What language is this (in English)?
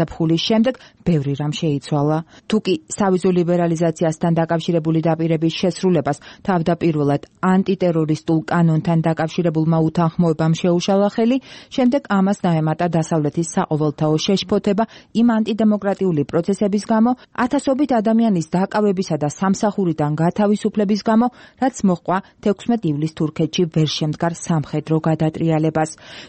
Georgian